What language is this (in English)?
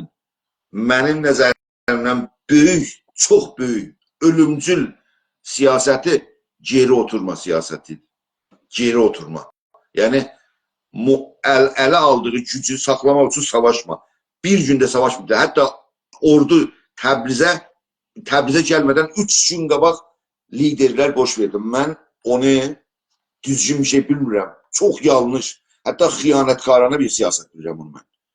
South Azerbaijani